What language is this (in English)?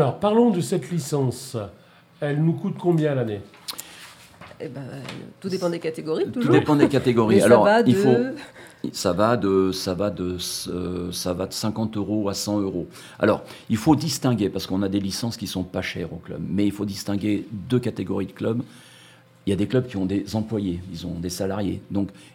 French